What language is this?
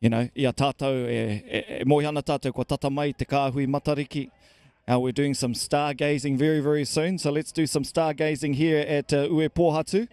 Māori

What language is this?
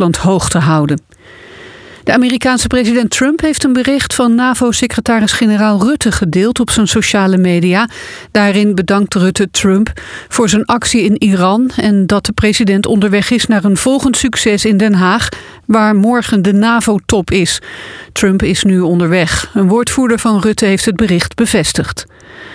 Dutch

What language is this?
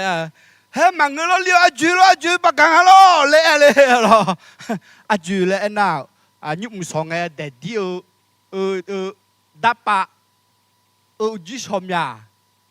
Akha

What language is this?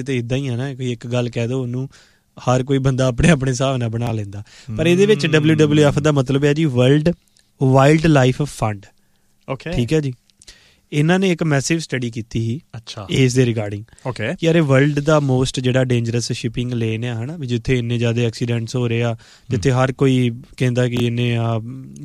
Punjabi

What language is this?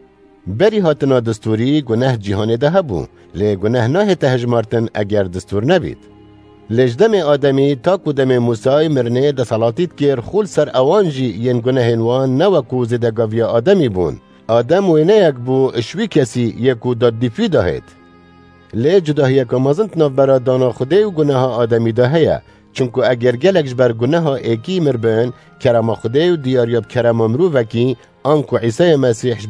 Kurdish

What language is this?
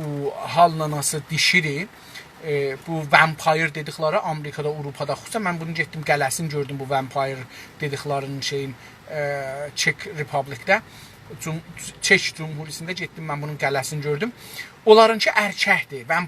South Azerbaijani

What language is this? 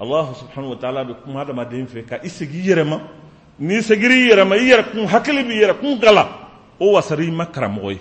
Somali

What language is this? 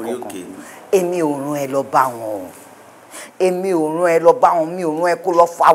Yoruba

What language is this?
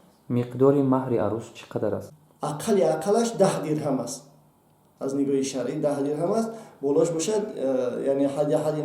Tajik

